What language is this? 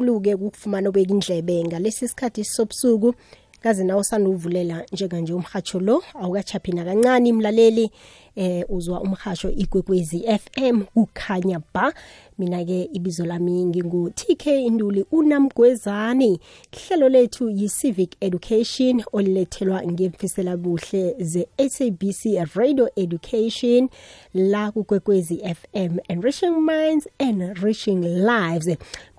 South Ndebele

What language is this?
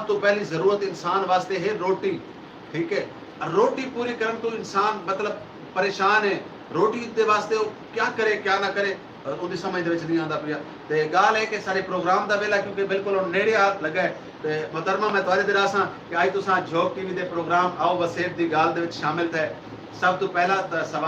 Saraiki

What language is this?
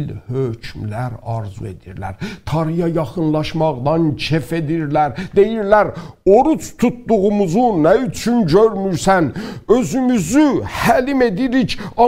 South Azerbaijani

